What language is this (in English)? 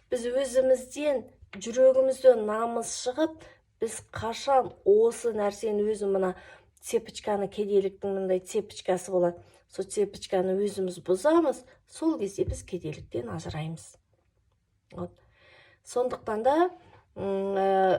Kazakh